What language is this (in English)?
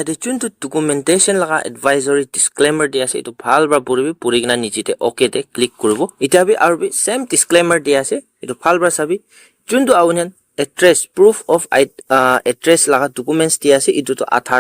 Naga Pidgin